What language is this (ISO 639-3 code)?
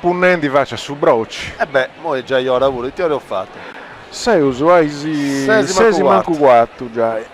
srd